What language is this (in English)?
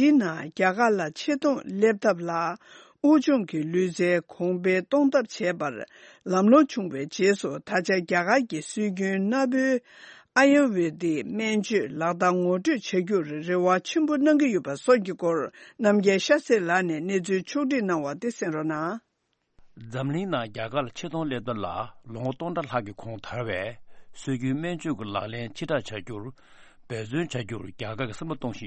Tibetan